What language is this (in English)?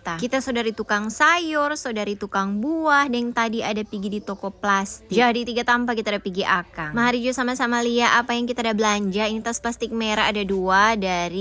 Manado Malay